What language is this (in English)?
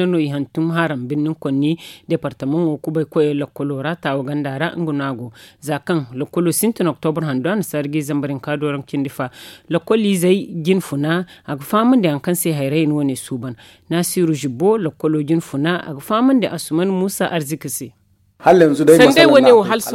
Zarma